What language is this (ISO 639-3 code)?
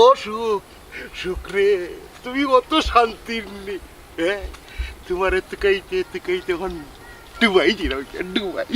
syl